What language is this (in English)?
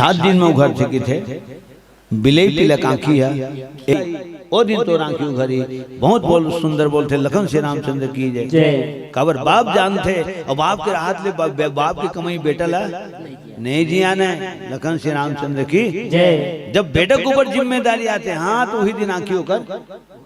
Chhattisgarhi